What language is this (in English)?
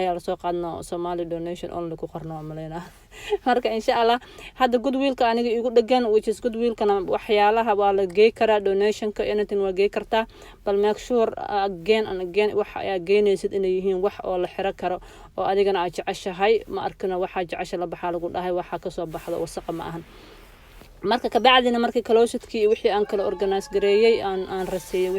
Somali